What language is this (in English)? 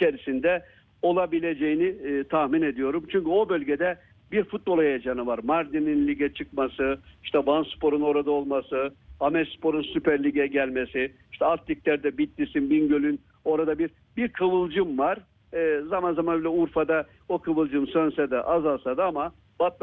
Turkish